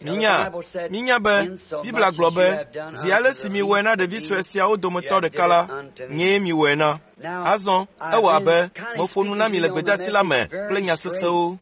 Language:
Ewe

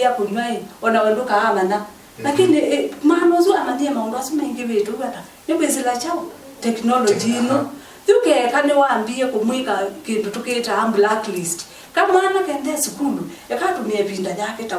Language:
Kamba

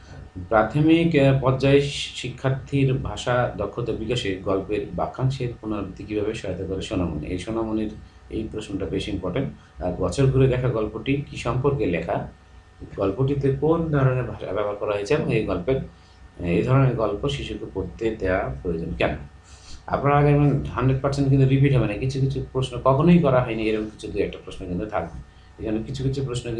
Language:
Bangla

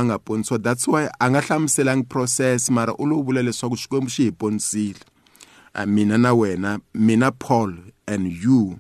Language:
Tsonga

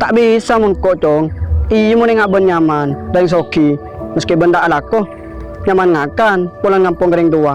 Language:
Madurese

